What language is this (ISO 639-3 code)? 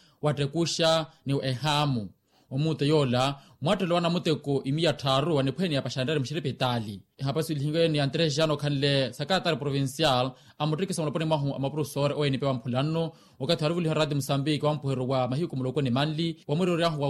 vmw